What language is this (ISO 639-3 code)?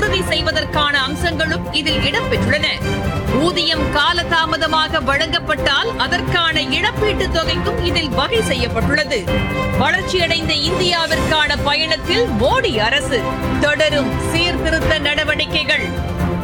tam